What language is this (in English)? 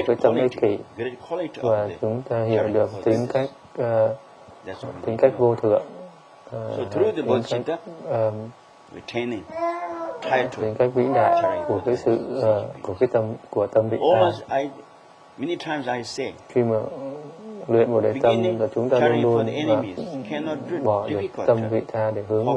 Vietnamese